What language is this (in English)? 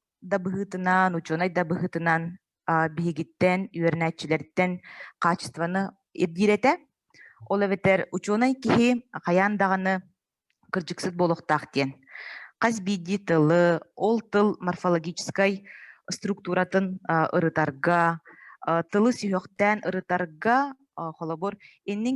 Yakut